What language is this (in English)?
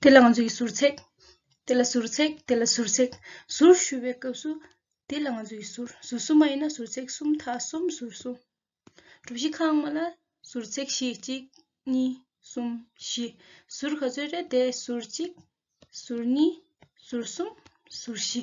Tibetan